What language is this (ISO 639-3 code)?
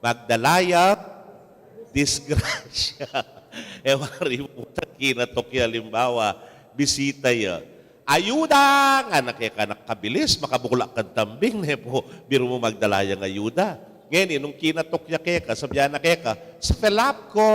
pam